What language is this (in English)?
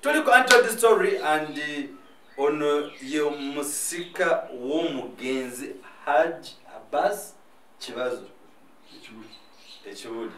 Ganda